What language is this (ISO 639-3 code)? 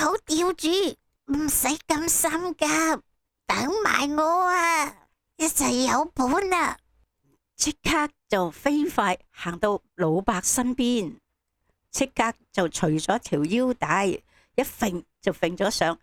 yue